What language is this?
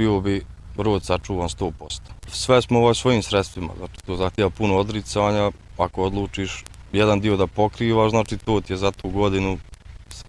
Bosnian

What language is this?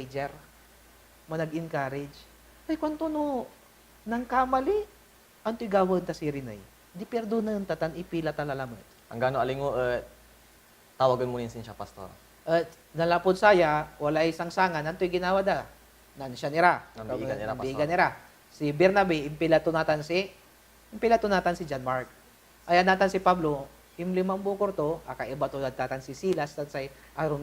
Pangasinan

